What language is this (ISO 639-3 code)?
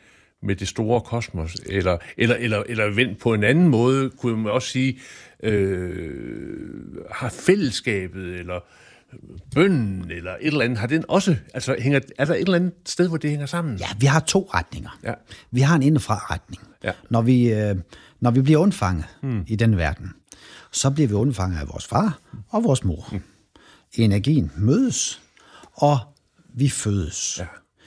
dan